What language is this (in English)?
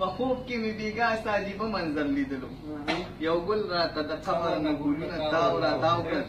Pashto